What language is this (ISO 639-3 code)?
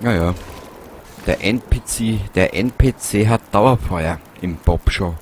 bar